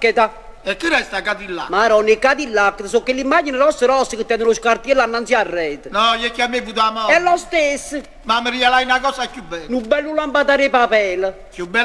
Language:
Neapolitan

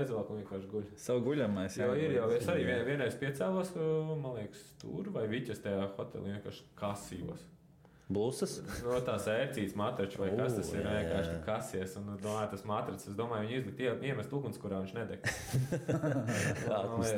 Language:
Latvian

